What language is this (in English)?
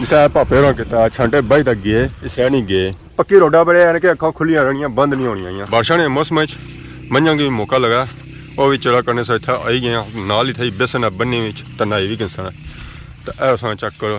Pahari-Potwari